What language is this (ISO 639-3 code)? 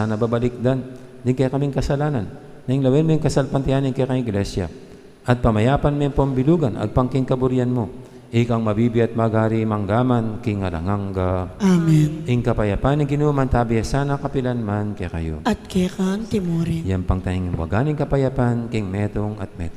pam